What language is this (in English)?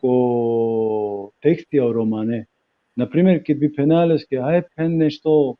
Balkan Romani